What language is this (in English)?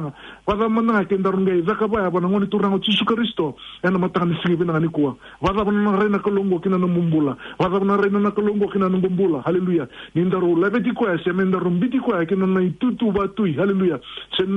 Fijian